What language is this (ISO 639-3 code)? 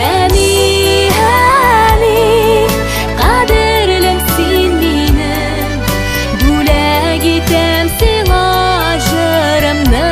bak